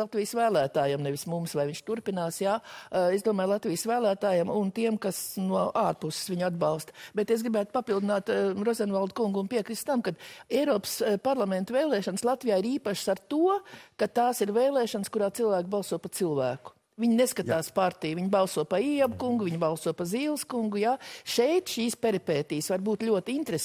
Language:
Latvian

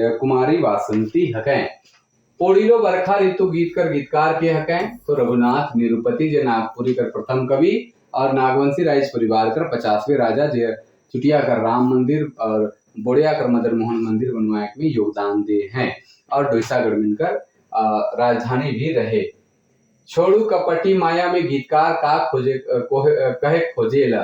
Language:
Sadri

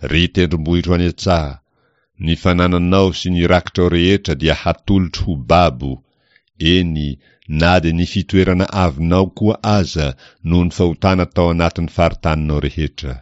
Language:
Malagasy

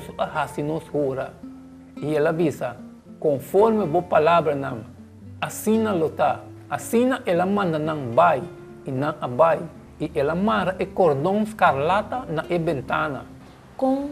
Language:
Papiamento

